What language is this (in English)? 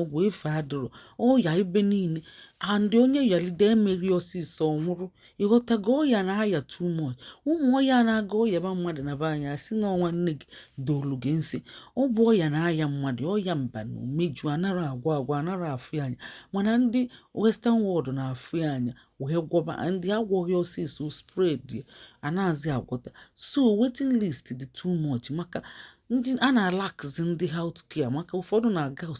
Igbo